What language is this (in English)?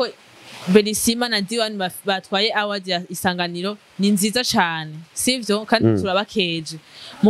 Rundi